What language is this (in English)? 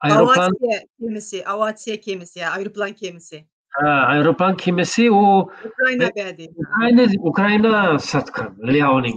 Uyghur